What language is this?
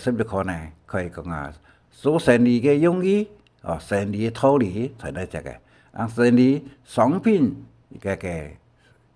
Hakka Chinese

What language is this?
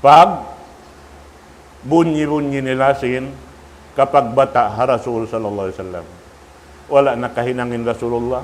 Tausug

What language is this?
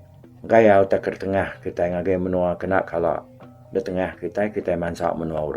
Iban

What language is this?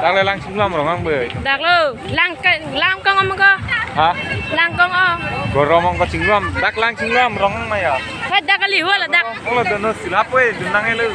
Karbi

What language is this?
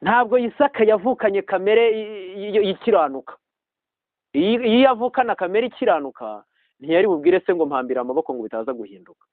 Kinyarwanda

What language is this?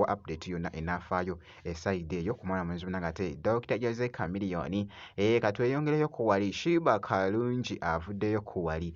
Ganda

